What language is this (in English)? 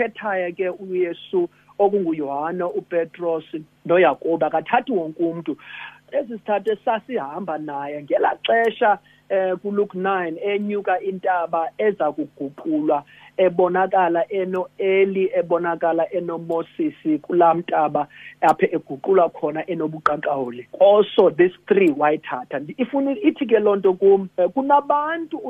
Xhosa